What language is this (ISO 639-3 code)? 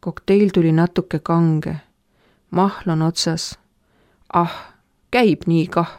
est